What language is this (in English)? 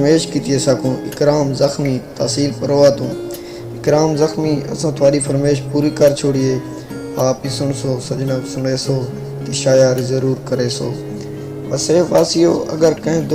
Saraiki